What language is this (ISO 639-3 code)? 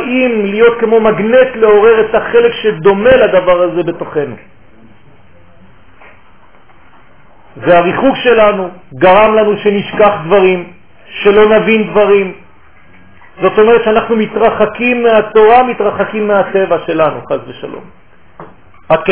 heb